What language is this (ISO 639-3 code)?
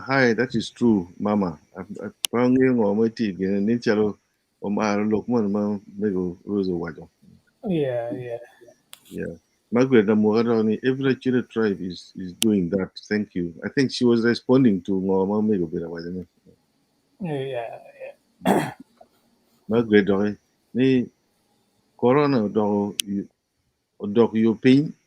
ach